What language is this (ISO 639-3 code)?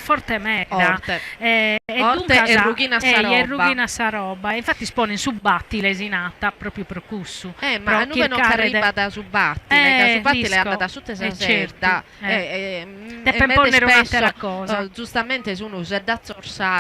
srd